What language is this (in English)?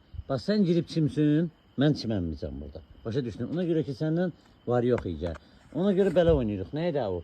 Azerbaijani